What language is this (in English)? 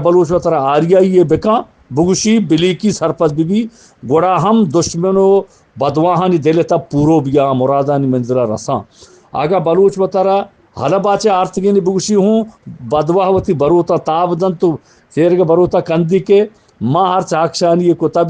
Eastern Balochi